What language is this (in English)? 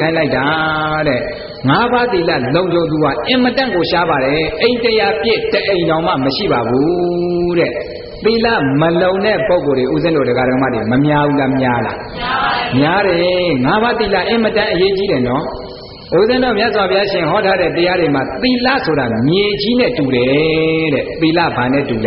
Burmese